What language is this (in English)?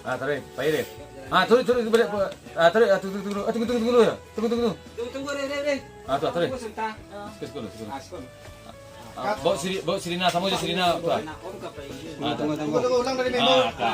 Minangkabau